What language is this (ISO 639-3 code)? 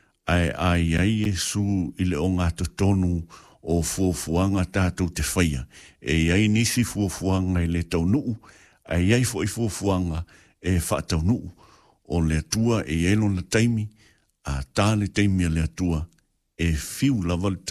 smo